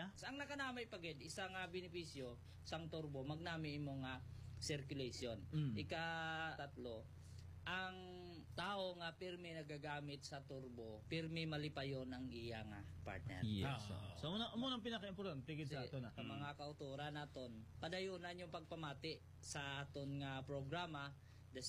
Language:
Hiligaynon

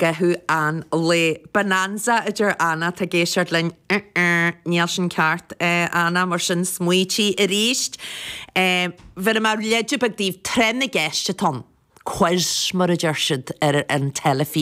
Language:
Irish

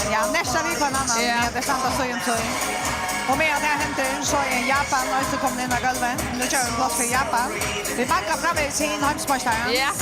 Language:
Faroese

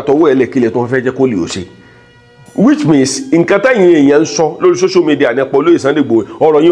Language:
Yoruba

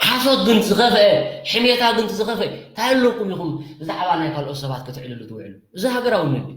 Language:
Tigrinya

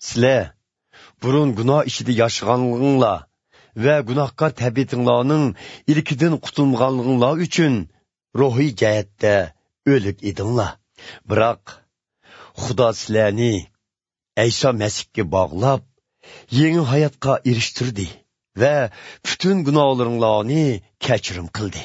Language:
Uyghur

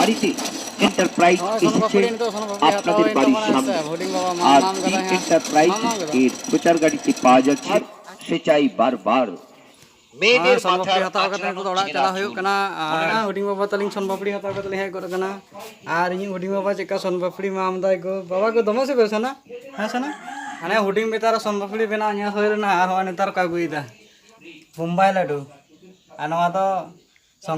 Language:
Santali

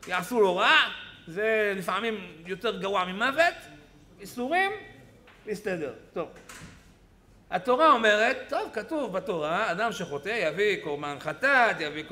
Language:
Hebrew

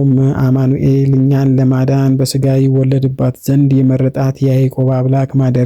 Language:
Amharic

